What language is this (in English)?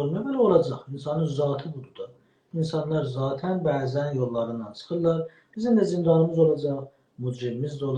South Azerbaijani